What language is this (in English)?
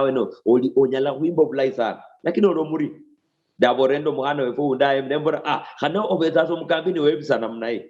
Luyia